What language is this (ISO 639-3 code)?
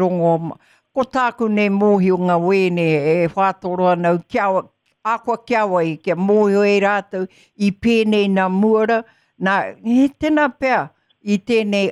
mri